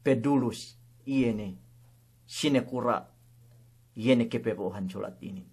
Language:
Yakan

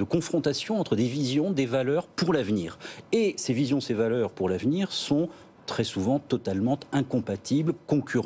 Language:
French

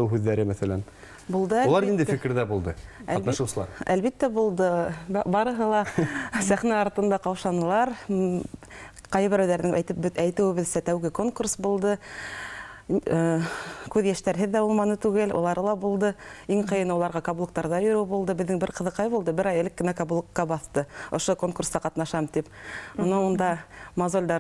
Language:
Bashkir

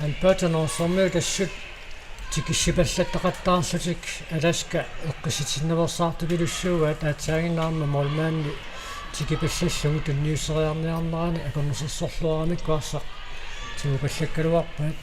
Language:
Kalaallisut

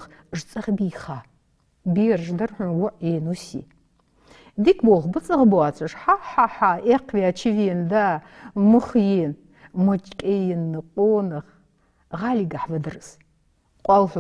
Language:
Ingush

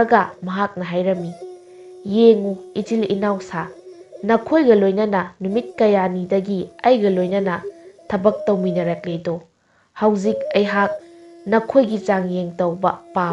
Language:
Manipuri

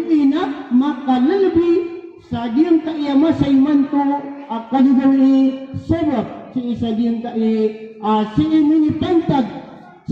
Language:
Maranao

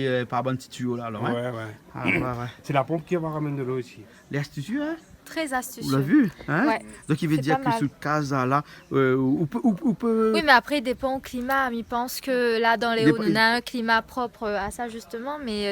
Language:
Réunion Creole French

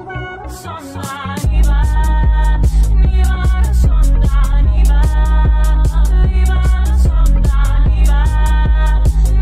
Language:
Estonian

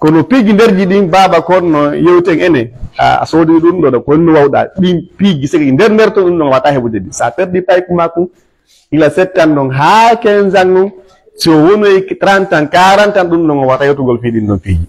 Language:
Fula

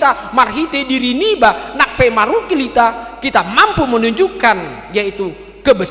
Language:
Batak Toba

